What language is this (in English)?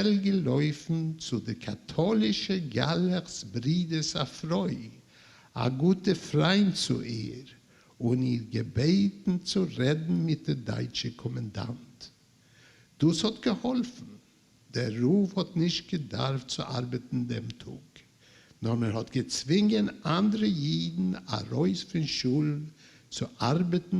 Yiddish